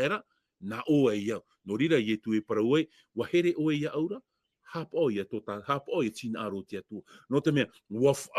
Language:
Tahitian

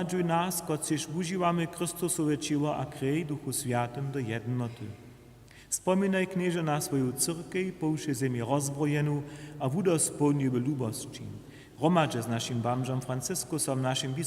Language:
Upper Sorbian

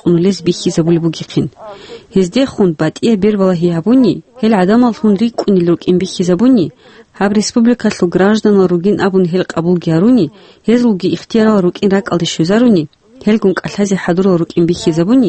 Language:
Avaric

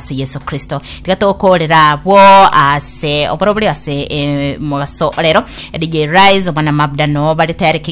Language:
Gusii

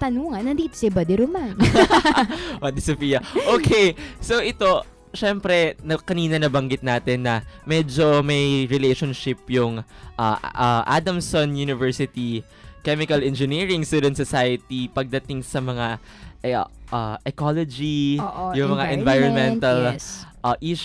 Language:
Filipino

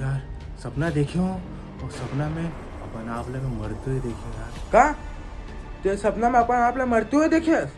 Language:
Chhattisgarhi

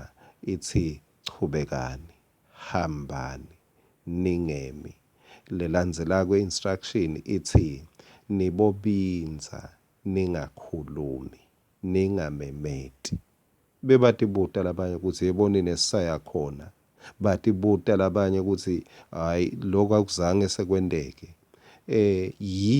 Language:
Swati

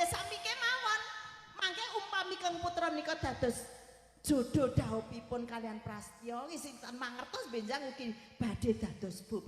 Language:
Javanese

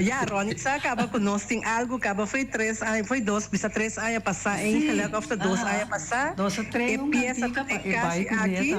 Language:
Papiamento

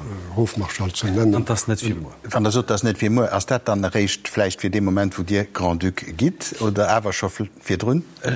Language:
Luxembourgish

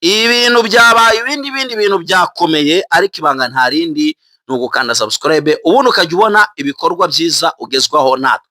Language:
Kinyarwanda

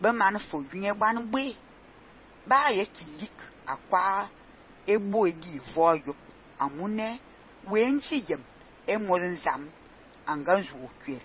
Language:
Fang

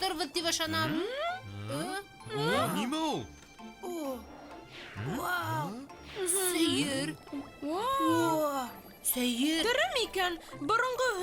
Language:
Bashkir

